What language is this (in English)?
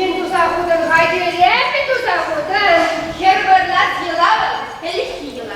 Chuvash